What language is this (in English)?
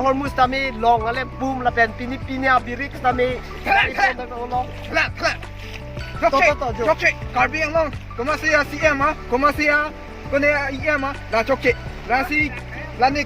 Karbi